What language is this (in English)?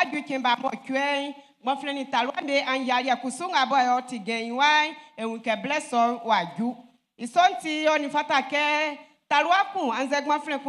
Baoulé